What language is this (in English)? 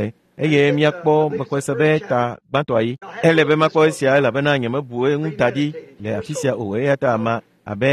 Ewe